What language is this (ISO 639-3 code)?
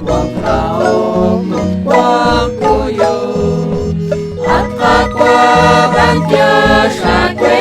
kek